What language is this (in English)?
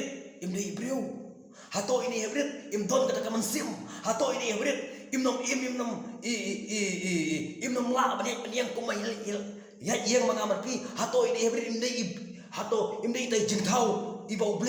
Khasi